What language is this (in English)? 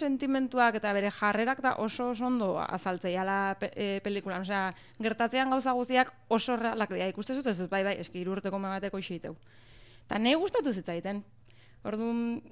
Basque